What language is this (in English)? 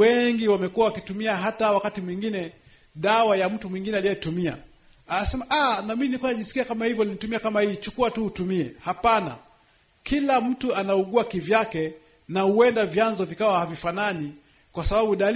Swahili